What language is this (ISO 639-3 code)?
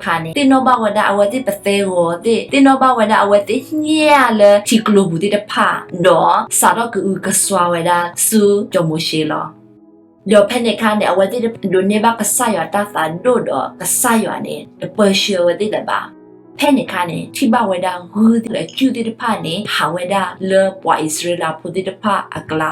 ksw